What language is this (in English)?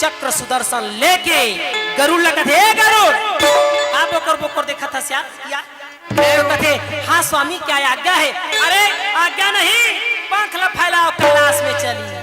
Chhattisgarhi